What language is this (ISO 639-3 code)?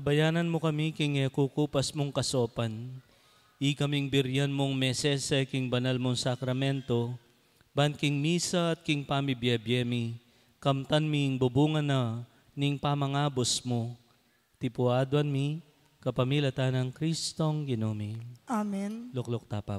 pam